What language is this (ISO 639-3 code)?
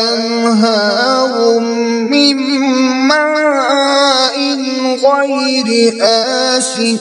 kas